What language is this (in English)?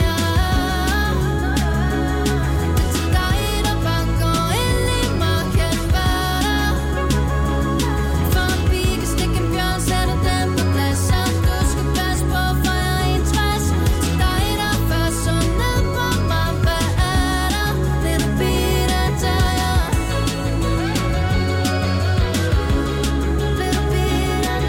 Danish